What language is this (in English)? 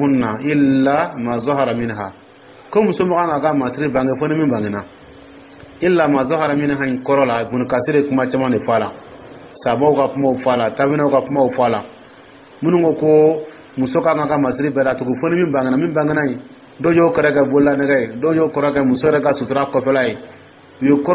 Dyula